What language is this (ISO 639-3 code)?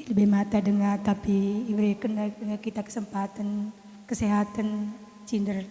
btx